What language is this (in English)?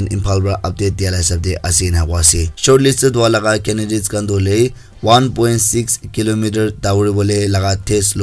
Naga Pidgin